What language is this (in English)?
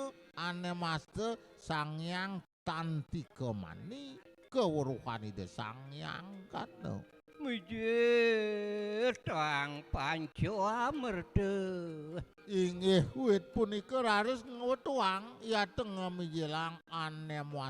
Balinese